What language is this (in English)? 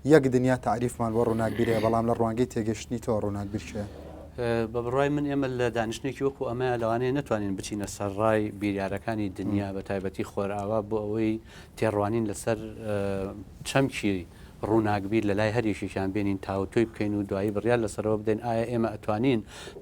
Central Kurdish